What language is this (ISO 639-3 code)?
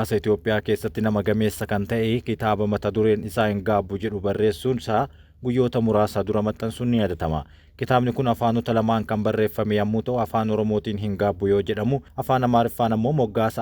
orm